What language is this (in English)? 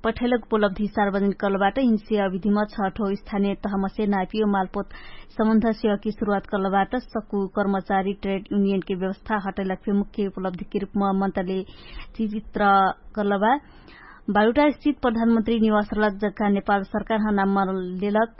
Dangaura Tharu